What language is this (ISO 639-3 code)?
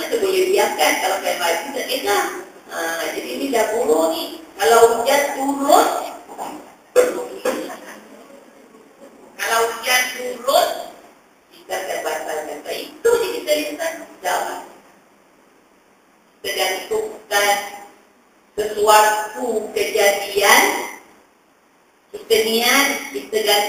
msa